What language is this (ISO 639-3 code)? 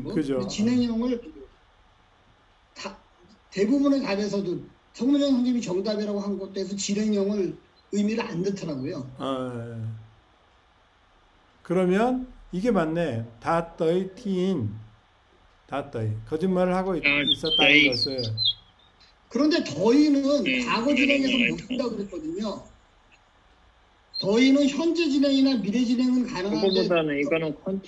kor